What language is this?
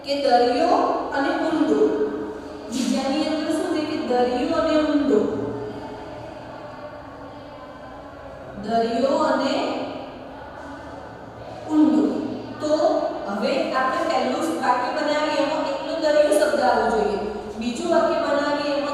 Gujarati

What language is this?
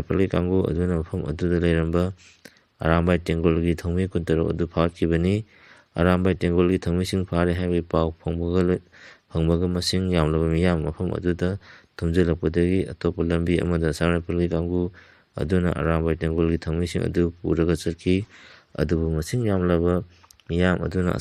Manipuri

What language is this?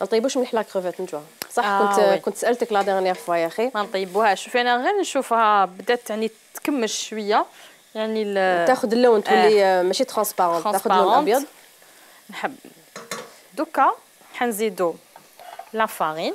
Algerian Arabic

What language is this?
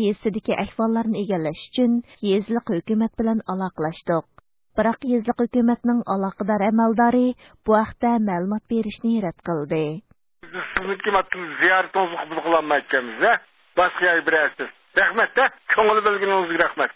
Uyghur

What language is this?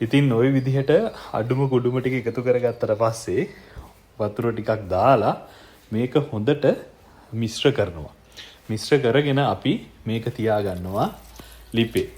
Sinhala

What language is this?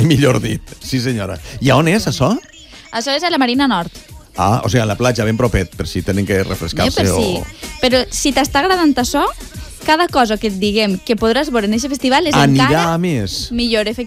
Catalan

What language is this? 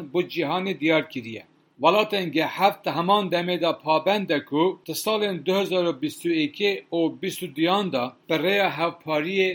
Kurdish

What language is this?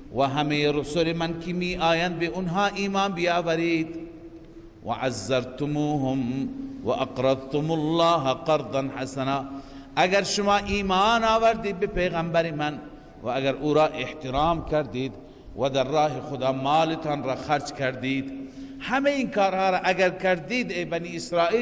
Persian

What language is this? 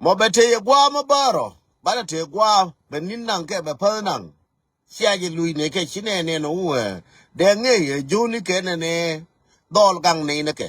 Nuer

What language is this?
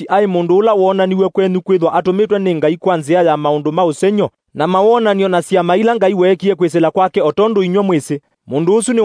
Kamba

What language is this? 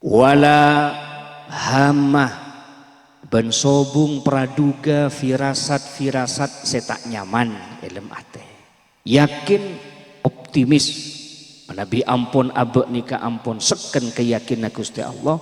Madurese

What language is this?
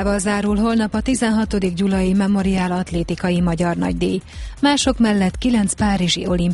Hungarian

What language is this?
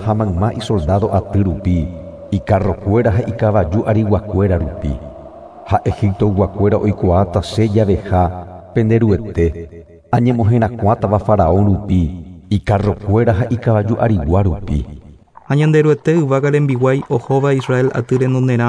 Guarani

